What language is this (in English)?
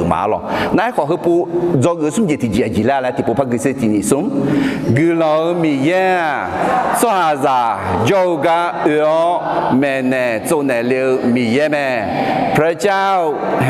Akha